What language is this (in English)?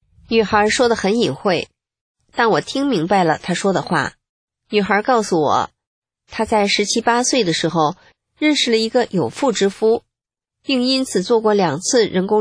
Chinese